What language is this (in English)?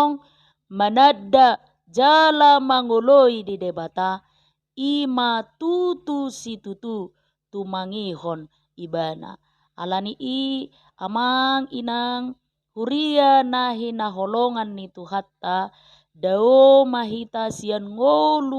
Batak Toba